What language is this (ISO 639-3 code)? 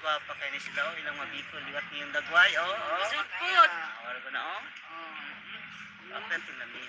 ceb